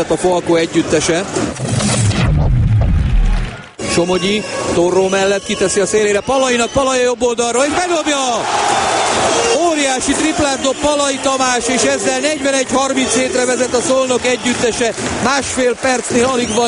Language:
Hungarian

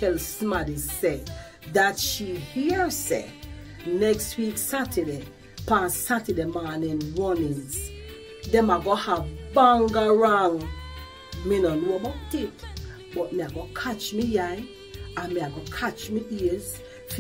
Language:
Jamaican Creole English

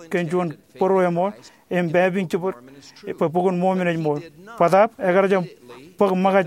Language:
Marshallese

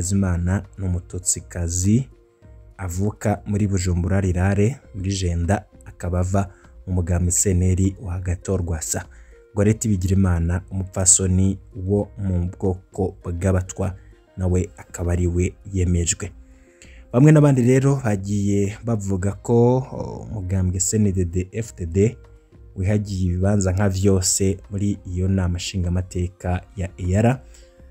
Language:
Rundi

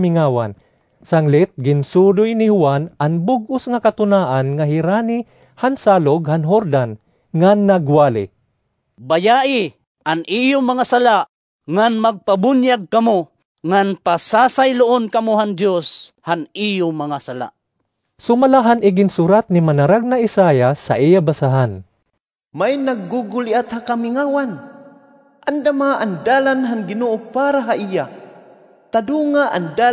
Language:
Waray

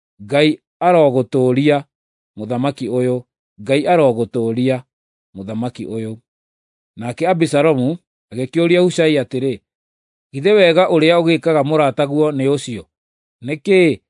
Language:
Kikuyu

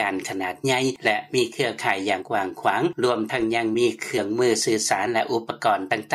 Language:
Lao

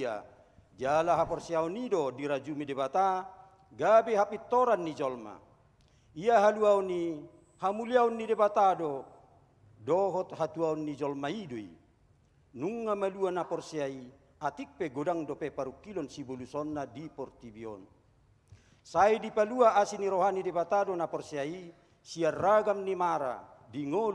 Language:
Batak Toba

